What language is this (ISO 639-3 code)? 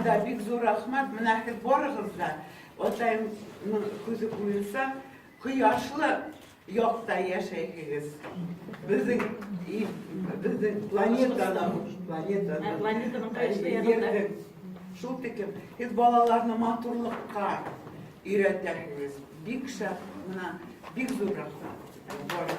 bak